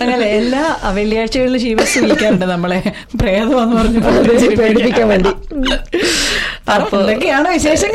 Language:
Malayalam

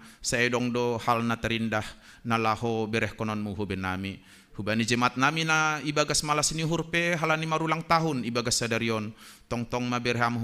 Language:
Batak Simalungun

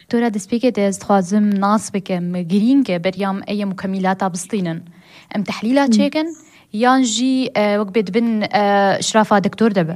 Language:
Kurdish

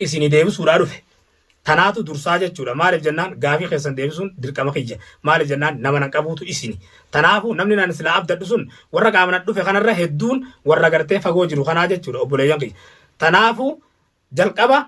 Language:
Oromo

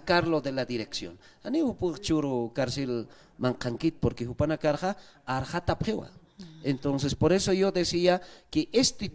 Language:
Aymara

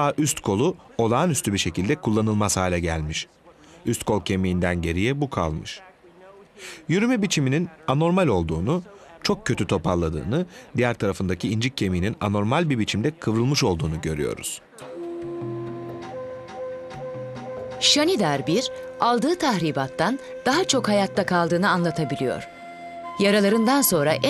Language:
Turkish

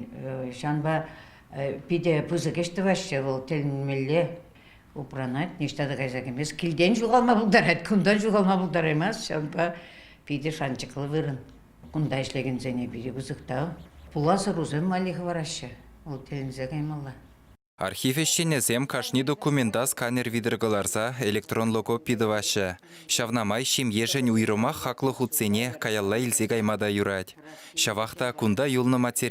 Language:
Chuvash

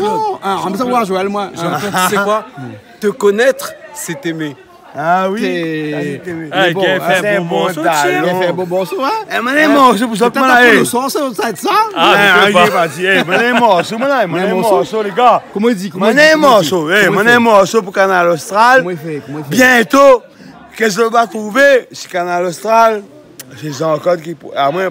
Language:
Réunion Creole French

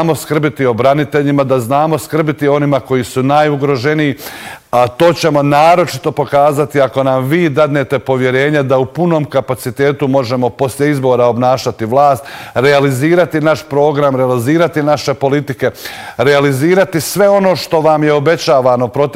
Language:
Bosnian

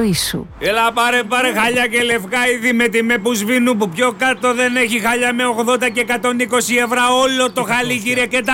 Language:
Greek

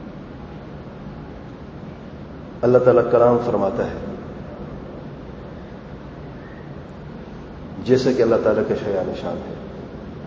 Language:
Urdu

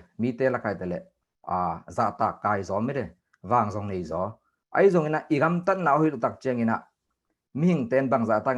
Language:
Tedim Chin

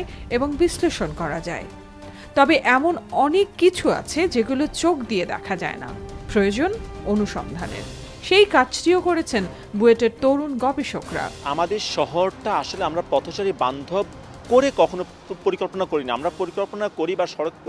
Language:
Bangla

